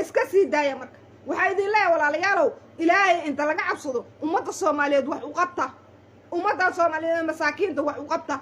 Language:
Somali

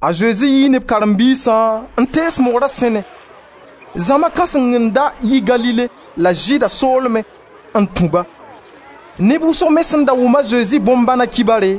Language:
Mossi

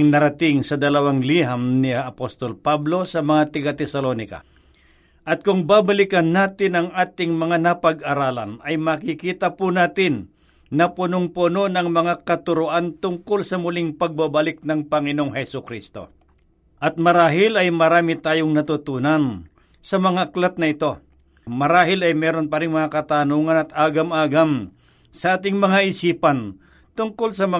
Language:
Filipino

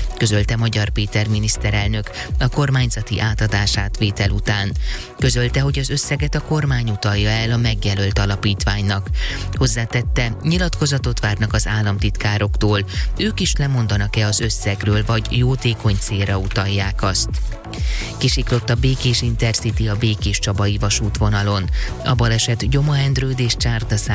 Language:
Hungarian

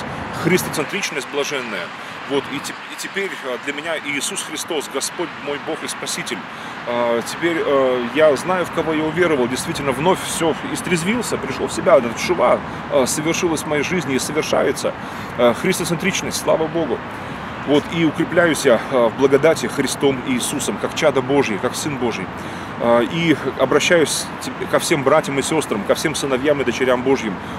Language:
Russian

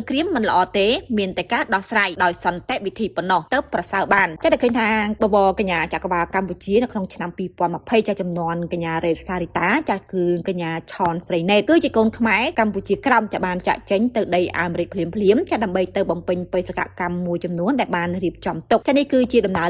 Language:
Khmer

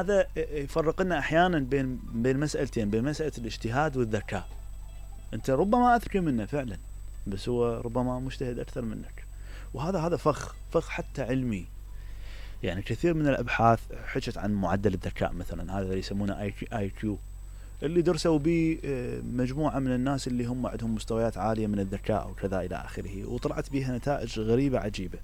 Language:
Mesopotamian Arabic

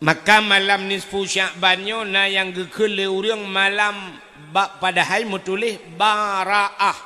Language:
Achinese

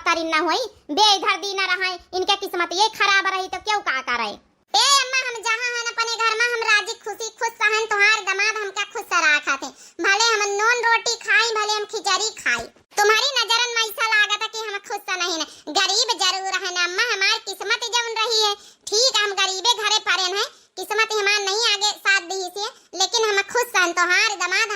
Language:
Awadhi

